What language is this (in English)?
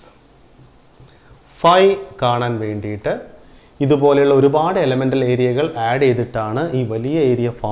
Malayalam